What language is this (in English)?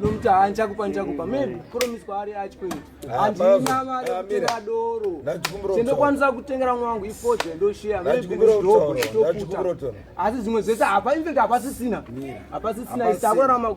Shona